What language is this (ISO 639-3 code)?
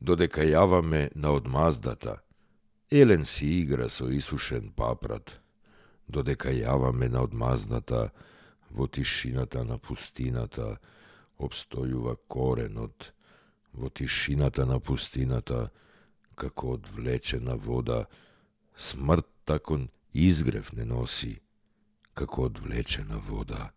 mkd